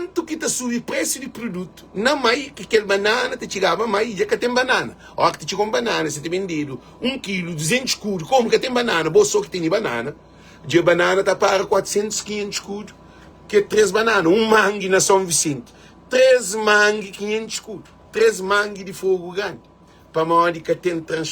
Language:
Kabuverdianu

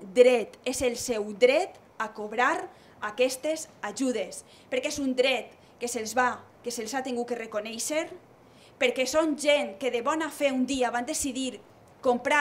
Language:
Catalan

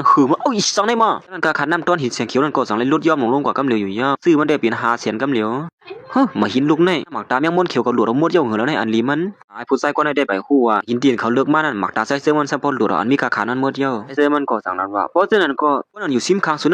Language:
Shan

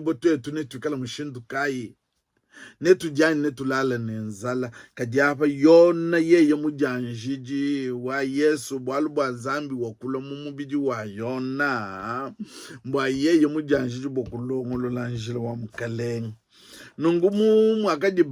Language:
Luba-Lulua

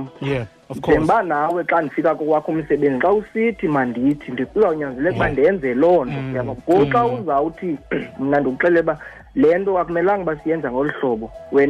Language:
Xhosa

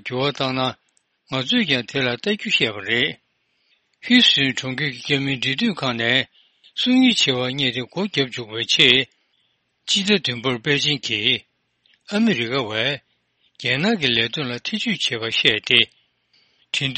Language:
Tibetan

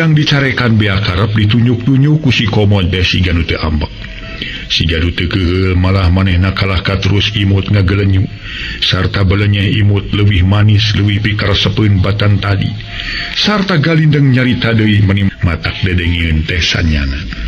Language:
Sundanese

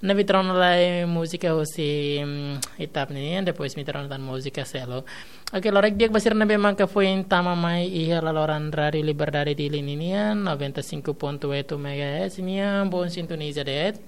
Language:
Tetum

